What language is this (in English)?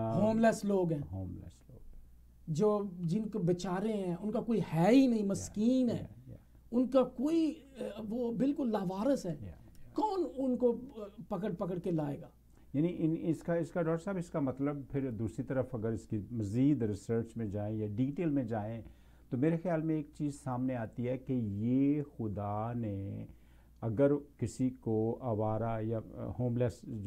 Urdu